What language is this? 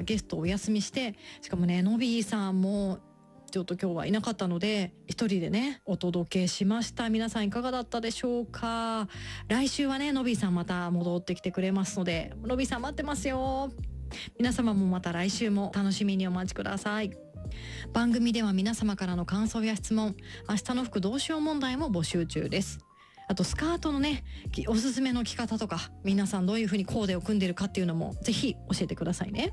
Japanese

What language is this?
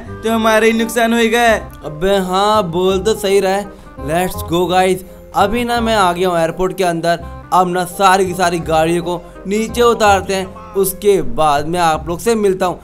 Hindi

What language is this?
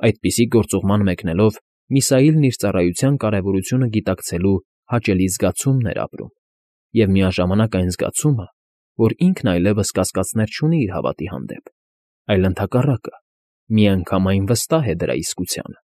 Armenian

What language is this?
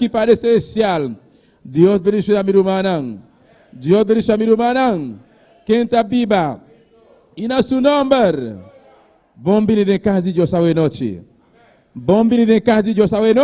Papiamento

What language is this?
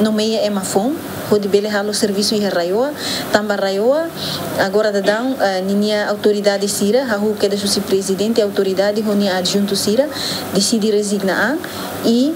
Tetum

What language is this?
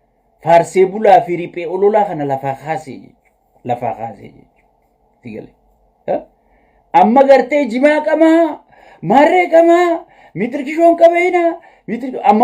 Oromo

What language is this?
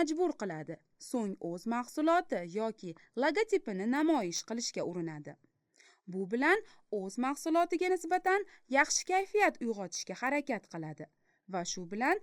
Uzbek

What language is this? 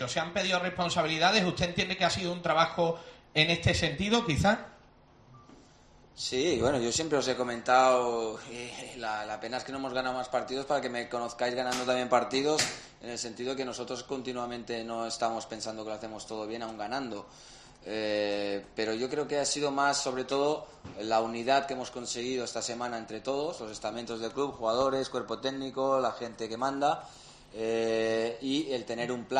Spanish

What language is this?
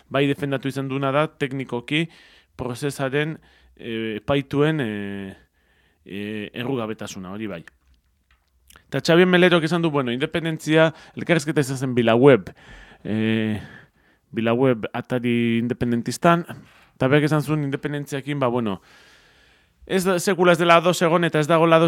Basque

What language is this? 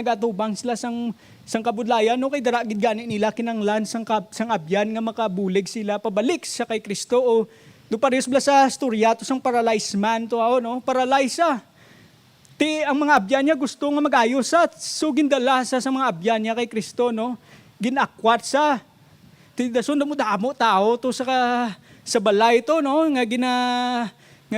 Hiligaynon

